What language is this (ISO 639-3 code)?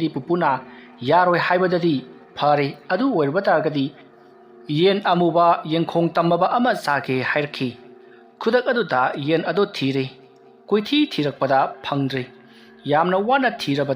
mni